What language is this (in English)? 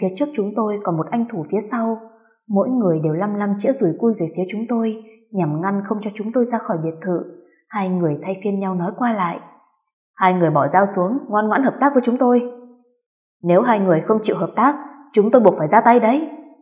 Vietnamese